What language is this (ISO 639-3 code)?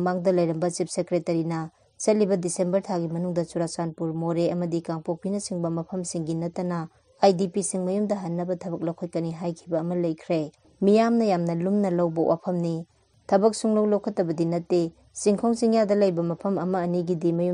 mni